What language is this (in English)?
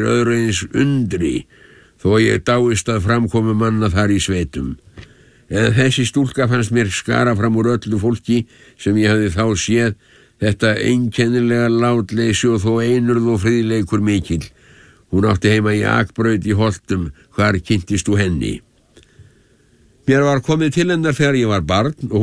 Icelandic